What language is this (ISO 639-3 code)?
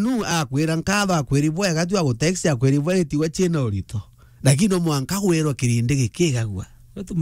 mer